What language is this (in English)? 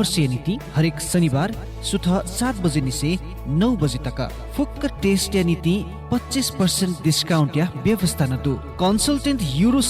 Newari